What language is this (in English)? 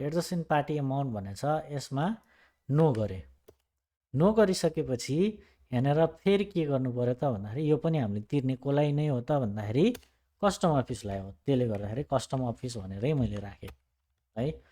Nepali